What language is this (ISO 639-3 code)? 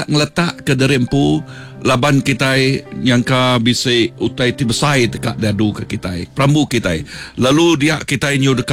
iba